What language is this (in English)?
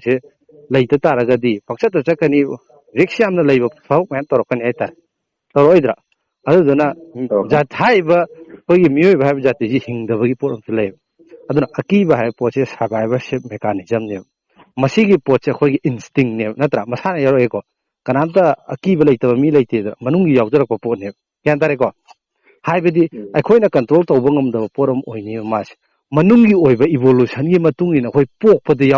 Manipuri